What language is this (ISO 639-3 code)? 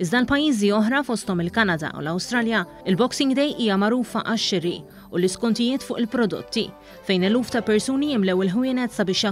mlt